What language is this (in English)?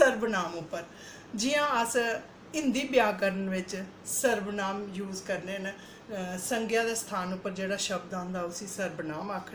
Dogri